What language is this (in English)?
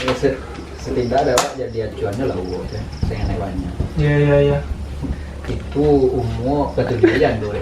Minangkabau